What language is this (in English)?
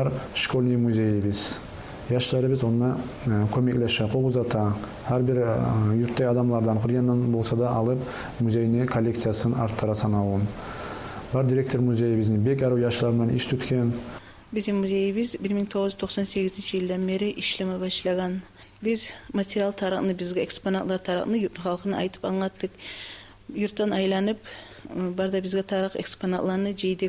Kumyk